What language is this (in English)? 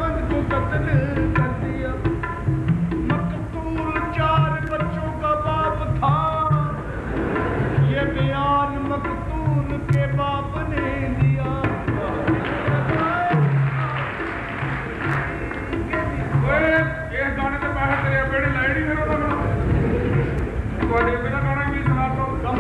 Punjabi